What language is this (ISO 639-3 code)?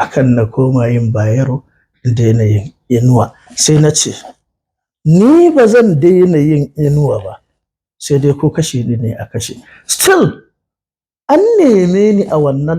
hau